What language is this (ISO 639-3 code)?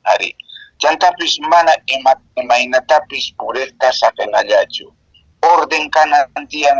que